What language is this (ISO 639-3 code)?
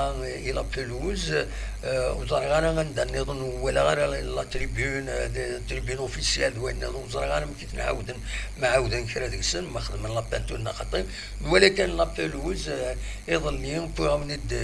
kab